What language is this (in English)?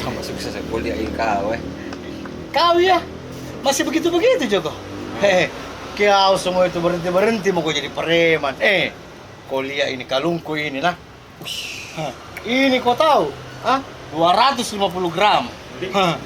Makassar Malay